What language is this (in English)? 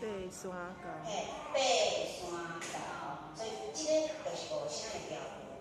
Min Nan Chinese